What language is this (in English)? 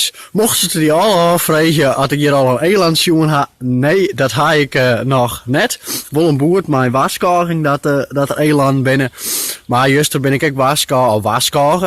Western Frisian